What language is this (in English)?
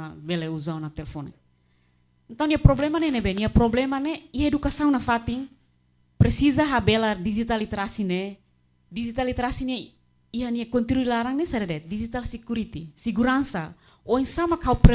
Tetum